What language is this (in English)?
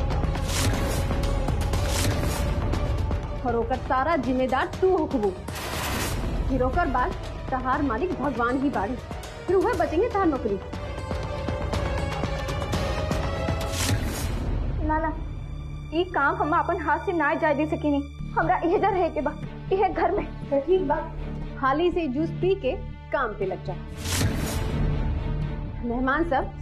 Bhojpuri